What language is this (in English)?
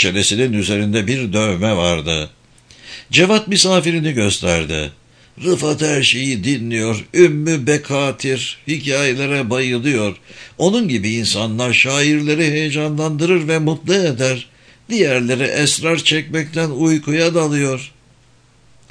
Turkish